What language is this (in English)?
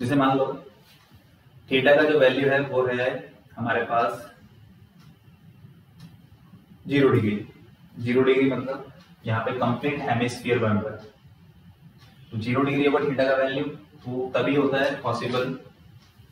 Hindi